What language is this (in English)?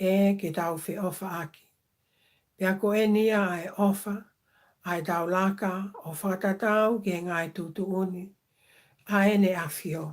Tongan